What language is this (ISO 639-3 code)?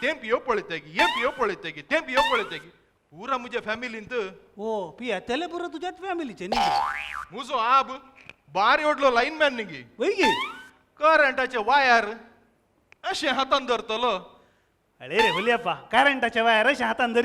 kok